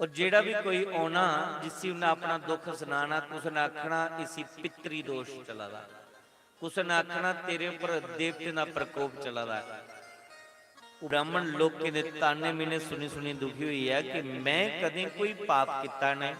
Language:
Dogri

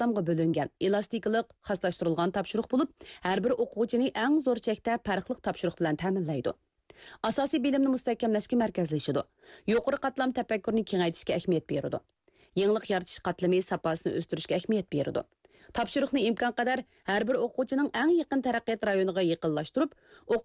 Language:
Uyghur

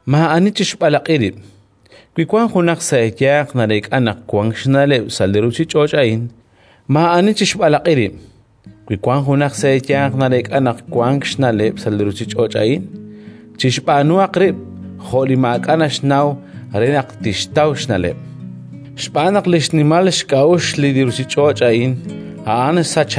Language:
Kekchí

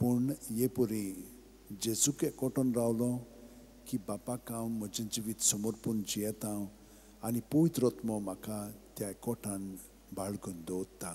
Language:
Konkani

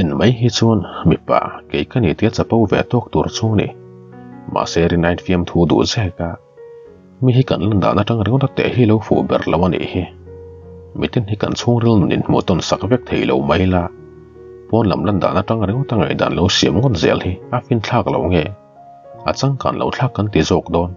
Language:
Mizo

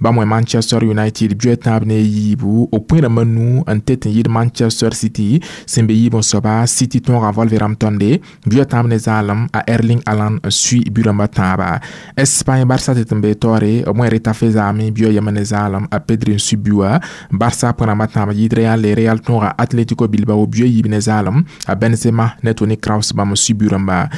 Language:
Mossi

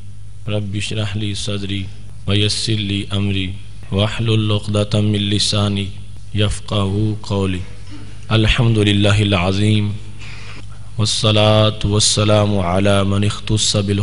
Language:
Urdu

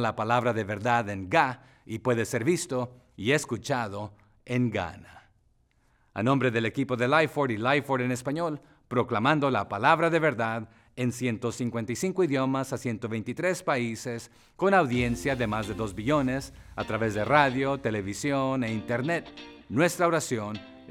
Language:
Spanish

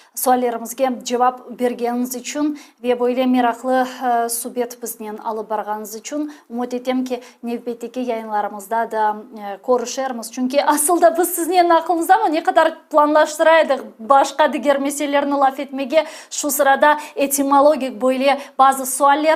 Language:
Crimean Tatar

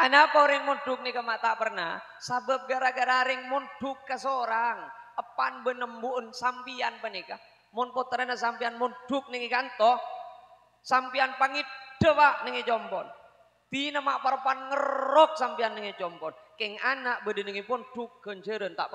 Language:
Madurese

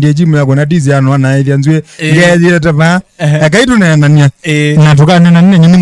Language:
Kamba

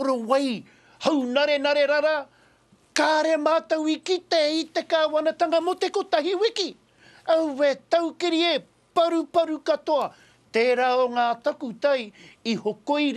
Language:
Māori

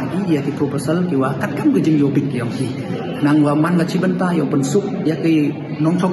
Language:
Pnar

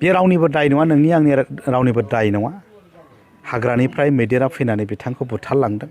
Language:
Bodo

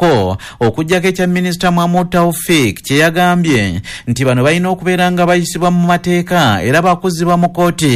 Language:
Ganda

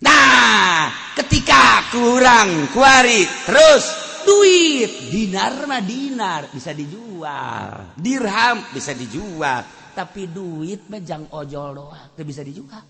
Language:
Sundanese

